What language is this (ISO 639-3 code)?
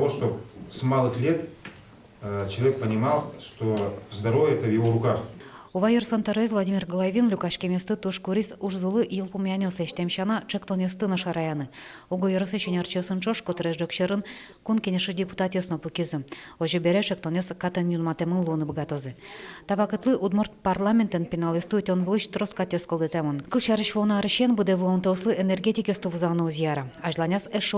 udm